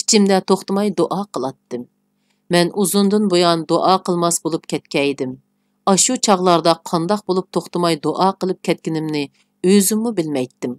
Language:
Uyghur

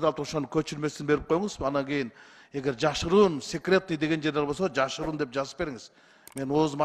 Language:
Kyrgyz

